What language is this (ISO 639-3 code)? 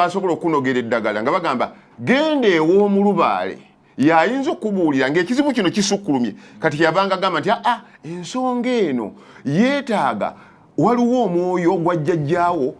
lug